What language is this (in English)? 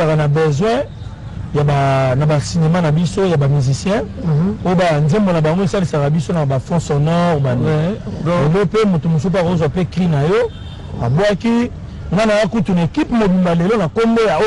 Lingala